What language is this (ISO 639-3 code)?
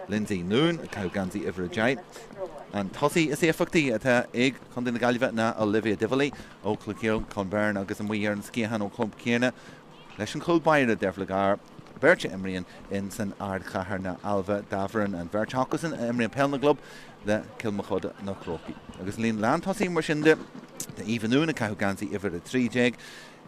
gle